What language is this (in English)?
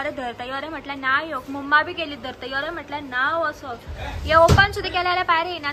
Konkani